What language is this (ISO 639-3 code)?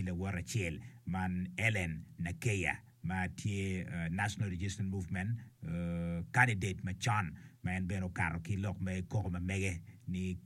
ach